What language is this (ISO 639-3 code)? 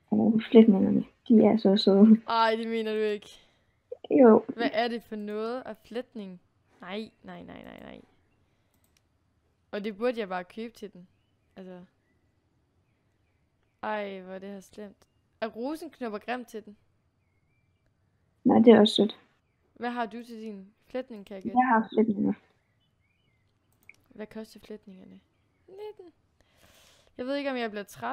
dan